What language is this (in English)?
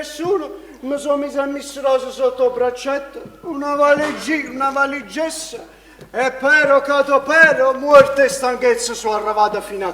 Neapolitan